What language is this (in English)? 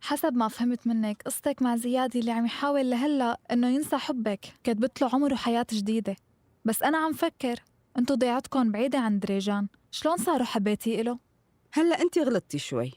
North Levantine Arabic